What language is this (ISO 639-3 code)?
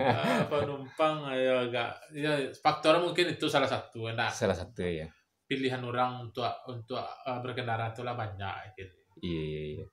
min